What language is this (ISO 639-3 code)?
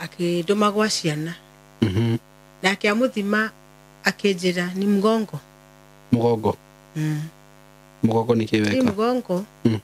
kik